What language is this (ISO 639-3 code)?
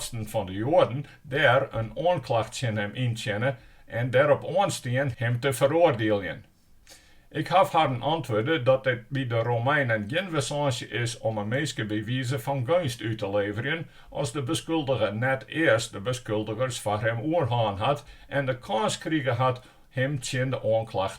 fry